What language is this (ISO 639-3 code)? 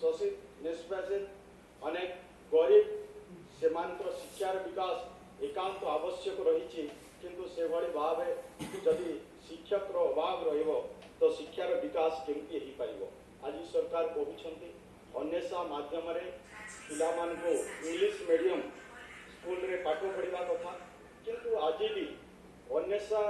ori